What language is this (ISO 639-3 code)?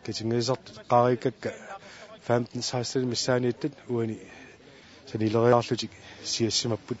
kal